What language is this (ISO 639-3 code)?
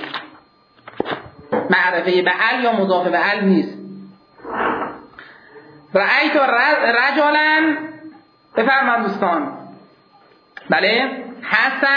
fas